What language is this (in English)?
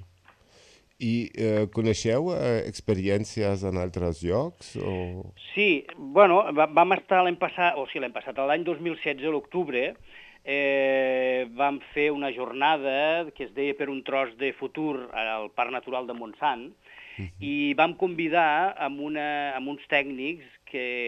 Catalan